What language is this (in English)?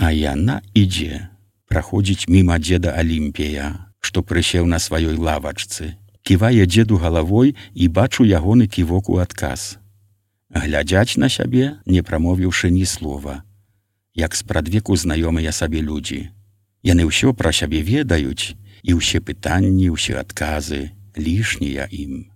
Belarusian